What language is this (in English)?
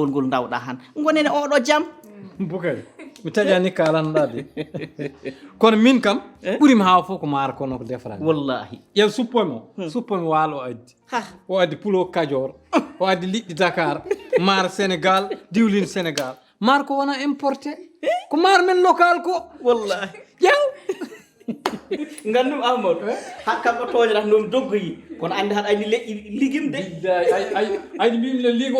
Fula